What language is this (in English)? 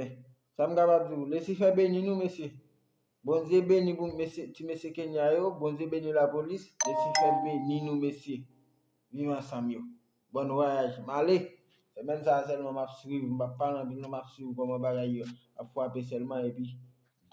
Haitian Creole